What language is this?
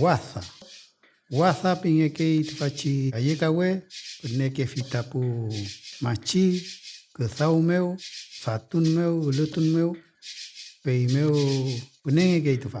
Mapuche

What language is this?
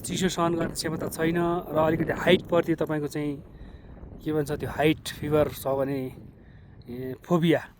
Nepali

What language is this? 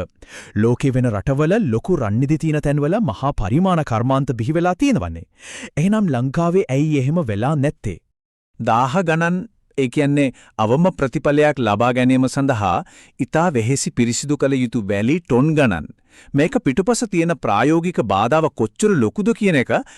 Sinhala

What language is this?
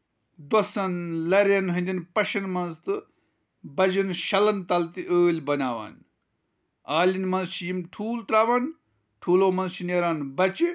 Kashmiri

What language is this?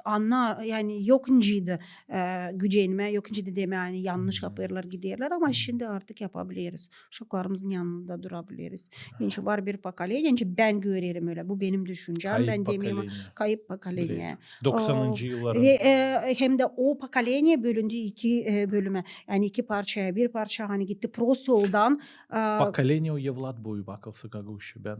Gagauz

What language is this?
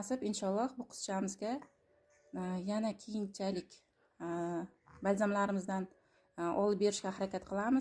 Uzbek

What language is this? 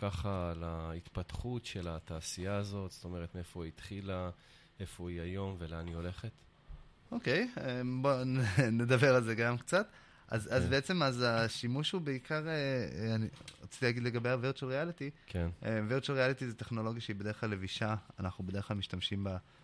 Hebrew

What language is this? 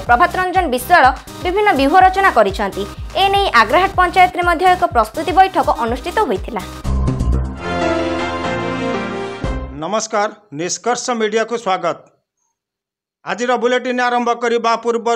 Odia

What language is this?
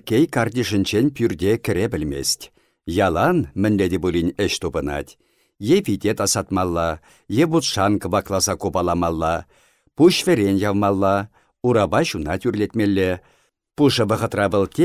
Chuvash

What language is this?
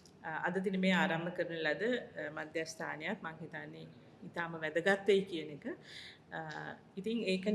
Sinhala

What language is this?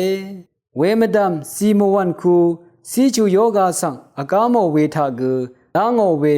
Rawang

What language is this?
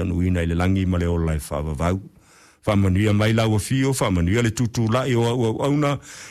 Samoan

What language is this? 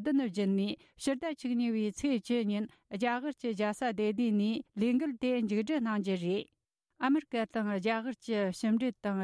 Tibetan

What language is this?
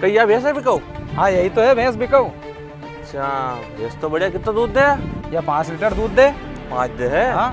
Rajasthani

